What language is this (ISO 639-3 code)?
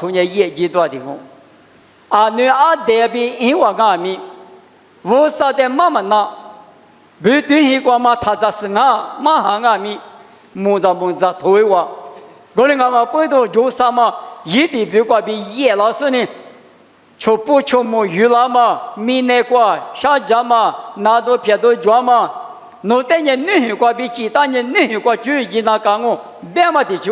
lis